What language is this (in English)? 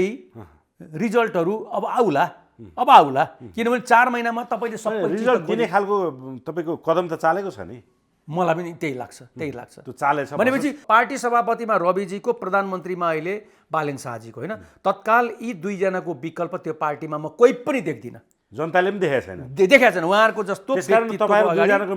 Nepali